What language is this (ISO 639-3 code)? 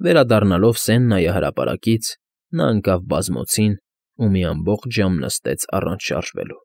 hye